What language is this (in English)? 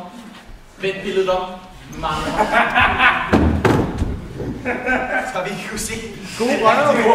Danish